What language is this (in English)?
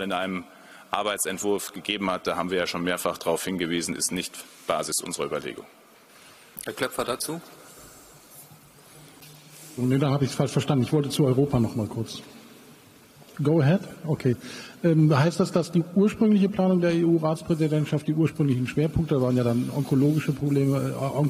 German